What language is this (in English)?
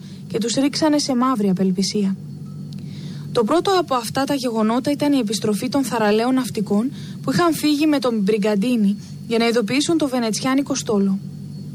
Greek